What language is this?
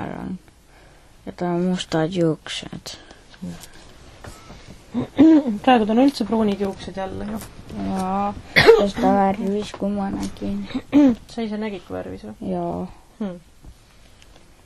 Estonian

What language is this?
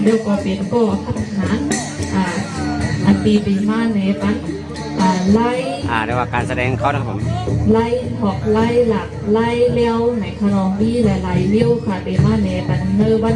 Shan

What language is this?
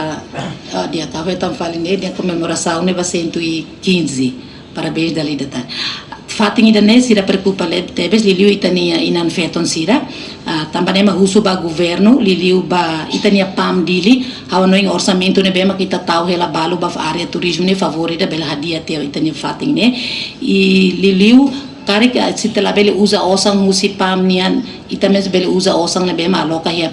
Tetum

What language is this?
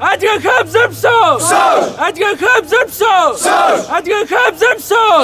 Kabardian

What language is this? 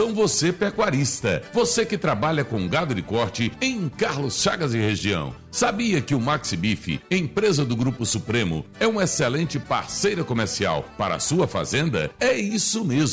Portuguese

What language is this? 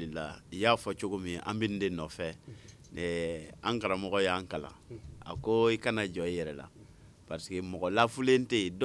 Bambara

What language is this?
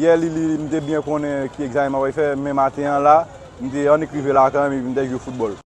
Haitian Creole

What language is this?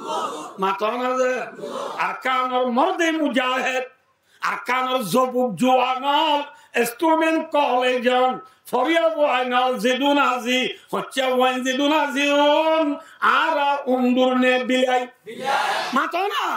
Rohingya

